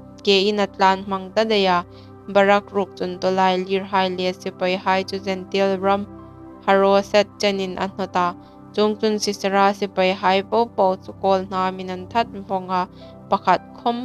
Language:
Hmar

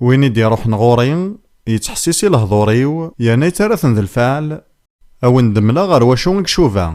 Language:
Kabyle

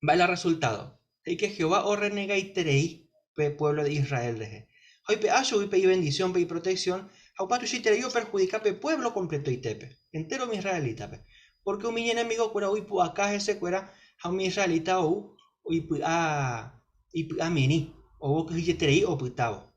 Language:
Guarani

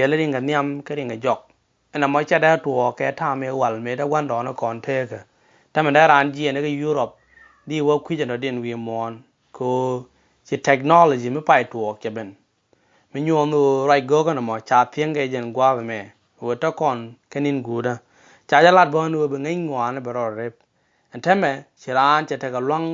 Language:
Nuer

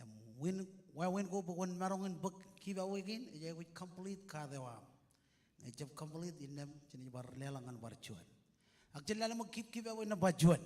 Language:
Marshallese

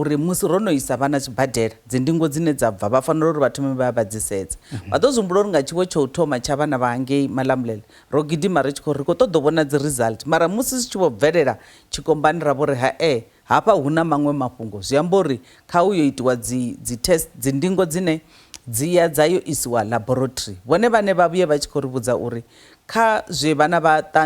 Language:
Venda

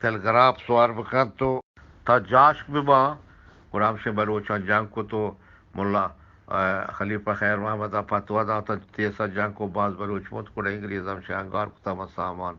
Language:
Eastern Balochi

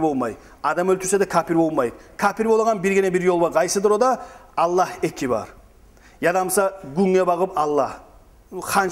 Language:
Kumyk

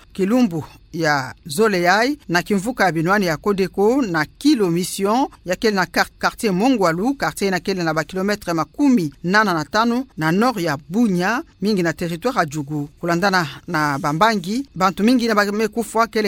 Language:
Kituba (Democratic Republic of Congo)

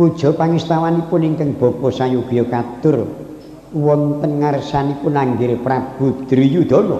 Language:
Javanese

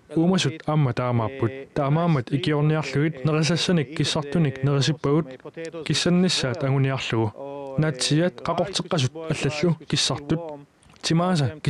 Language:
Kalaallisut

